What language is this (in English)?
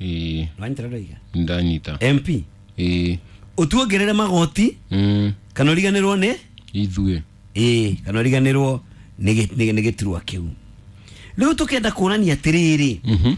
Kikuyu